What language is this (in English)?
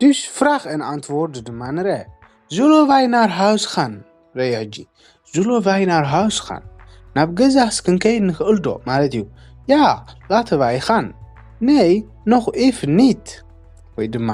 Tigrinya